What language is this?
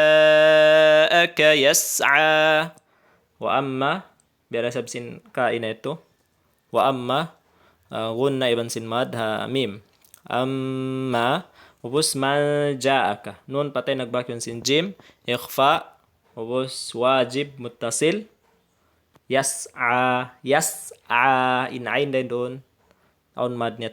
Tausug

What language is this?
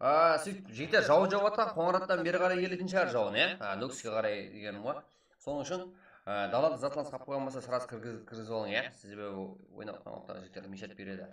Kara-Kalpak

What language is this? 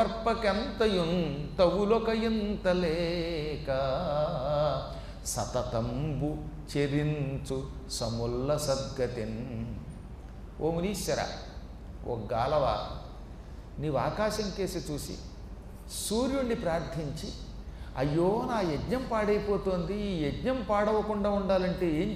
Telugu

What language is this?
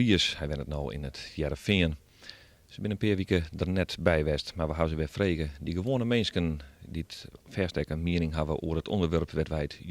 Western Frisian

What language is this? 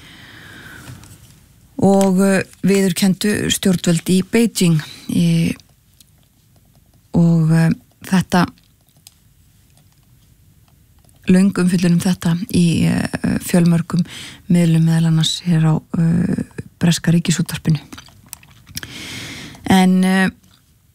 Icelandic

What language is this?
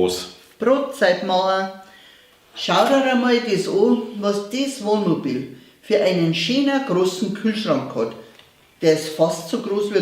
Bavarian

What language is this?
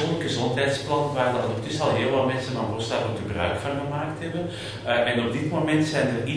Dutch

